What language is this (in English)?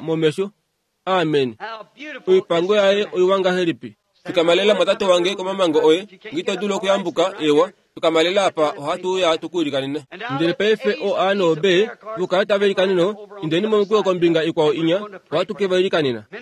Kuanyama